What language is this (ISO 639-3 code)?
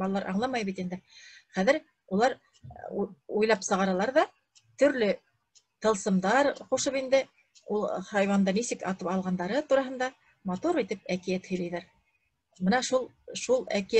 bak